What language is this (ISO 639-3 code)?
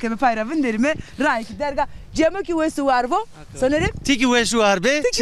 zza